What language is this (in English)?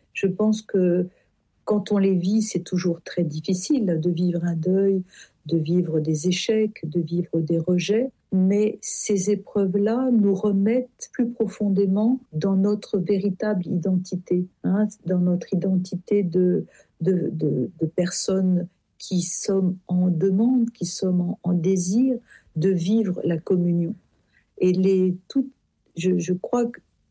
French